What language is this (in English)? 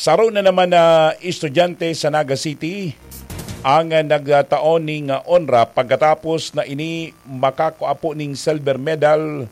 Bikol